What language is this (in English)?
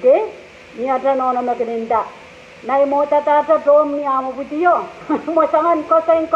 Pohnpeian